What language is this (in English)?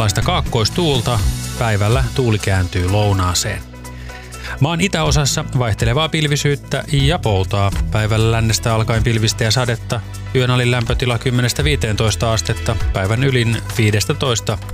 Finnish